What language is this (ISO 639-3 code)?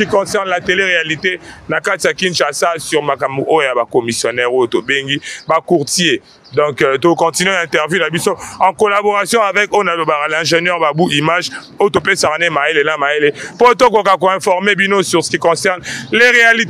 lin